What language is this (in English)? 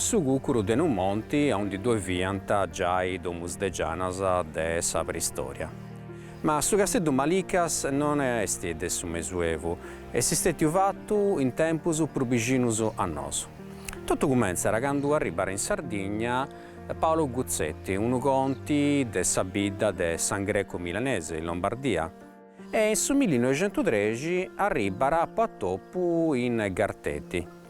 Sardinian